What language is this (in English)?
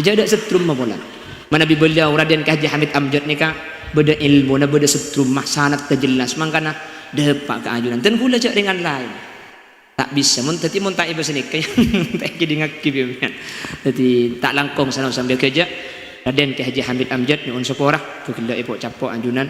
Madurese